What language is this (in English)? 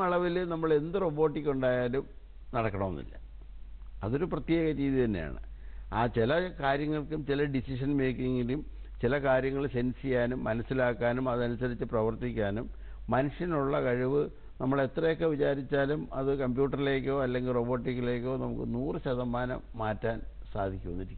Malayalam